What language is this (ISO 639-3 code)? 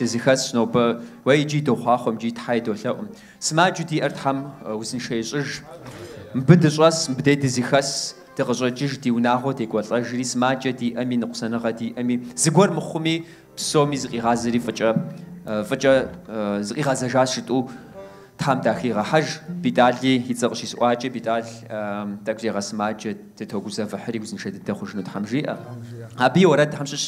kbd